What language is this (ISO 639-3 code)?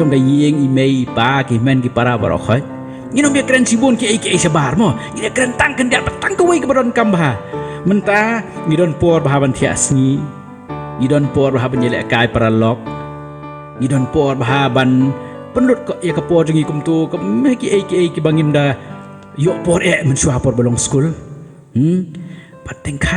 kha